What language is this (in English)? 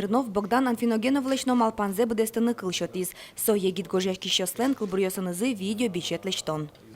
Udmurt